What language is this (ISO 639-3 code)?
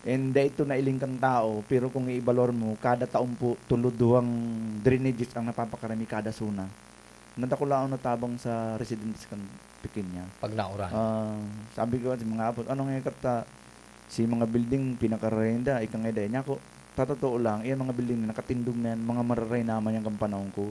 bik